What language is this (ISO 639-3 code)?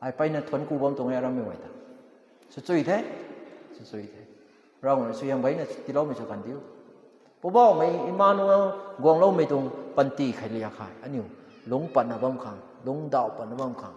nbu